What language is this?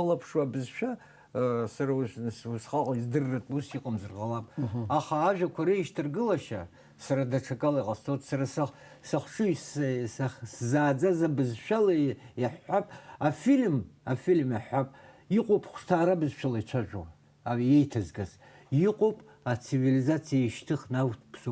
Abkhazian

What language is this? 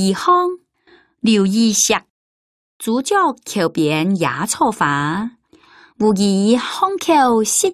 Hakka Chinese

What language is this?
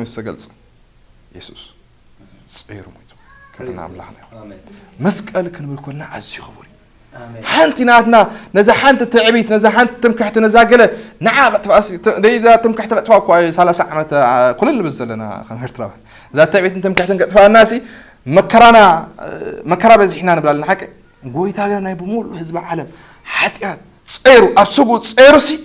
Tigrinya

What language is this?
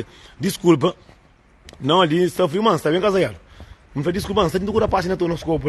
Kabuverdianu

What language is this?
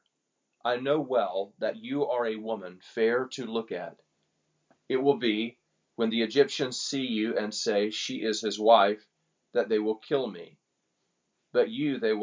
English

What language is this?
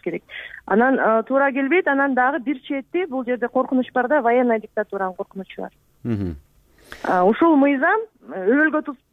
Kyrgyz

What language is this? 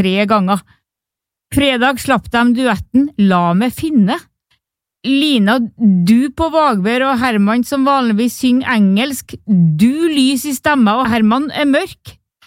Norwegian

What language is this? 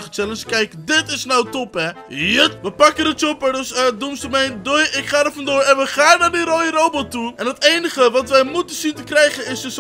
Dutch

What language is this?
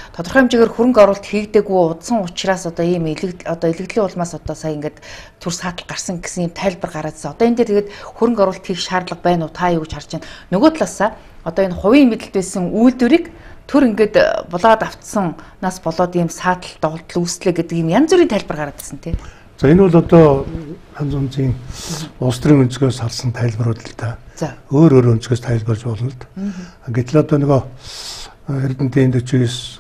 Mongolian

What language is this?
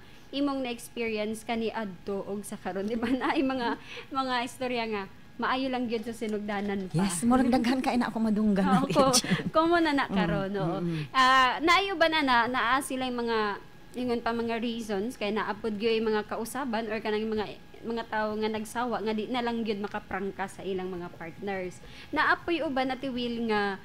Cebuano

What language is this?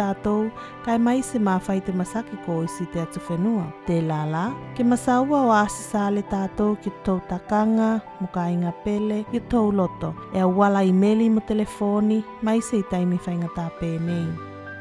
Tuvalu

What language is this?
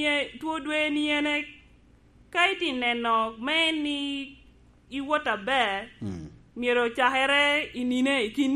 Lango (Uganda)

